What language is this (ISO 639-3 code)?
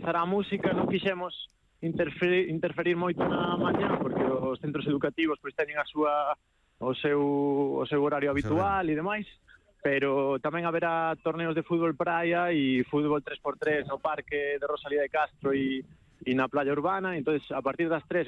glg